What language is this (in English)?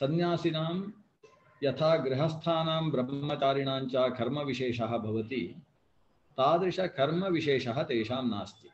Sanskrit